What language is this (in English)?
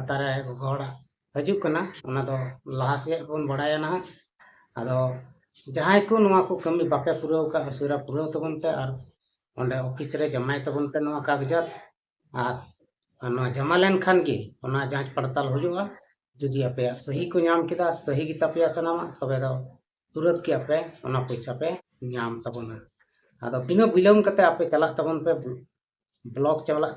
Santali